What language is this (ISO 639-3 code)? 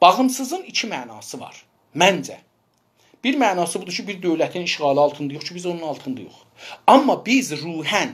azb